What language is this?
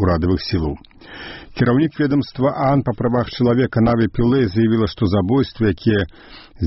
Belarusian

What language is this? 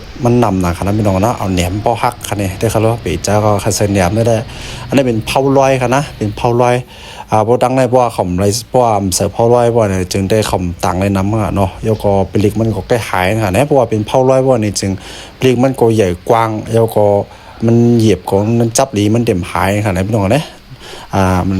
Shan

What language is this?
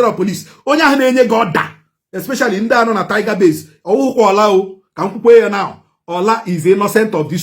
Igbo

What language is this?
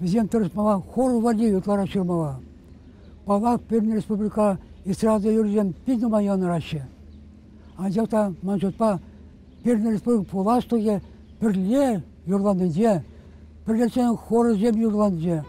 Chuvash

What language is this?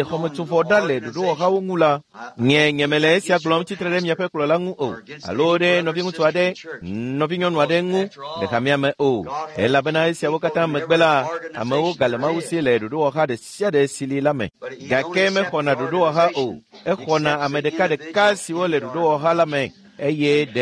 Ewe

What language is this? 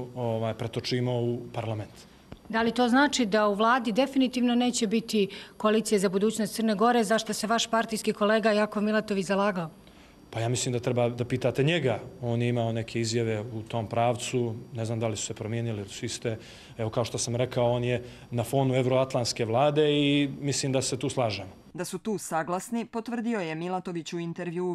Croatian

